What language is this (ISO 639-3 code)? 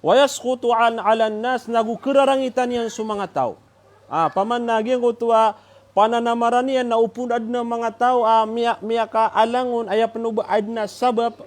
mrw